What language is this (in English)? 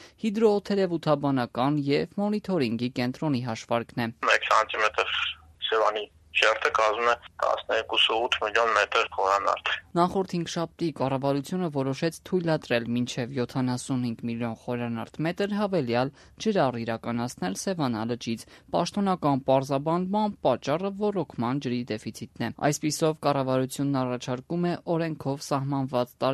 Armenian